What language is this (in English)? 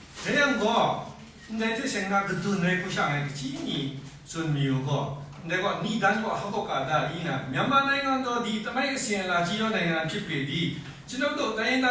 Kachin